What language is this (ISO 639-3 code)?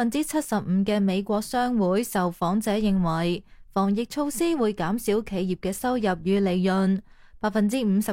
yue